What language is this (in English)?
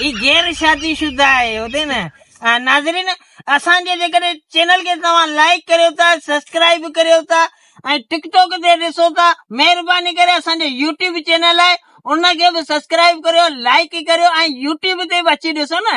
Sindhi